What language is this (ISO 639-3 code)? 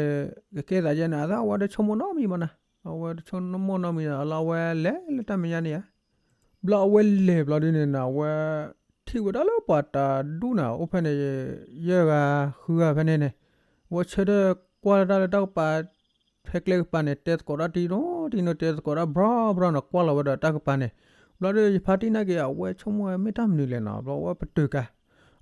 ksw